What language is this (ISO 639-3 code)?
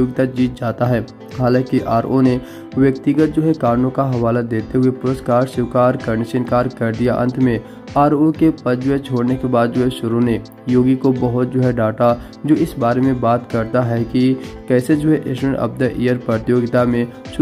hin